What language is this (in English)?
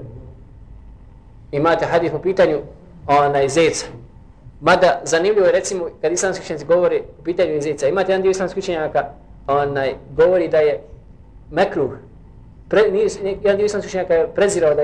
Bosnian